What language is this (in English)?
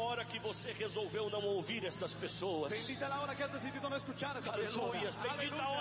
Portuguese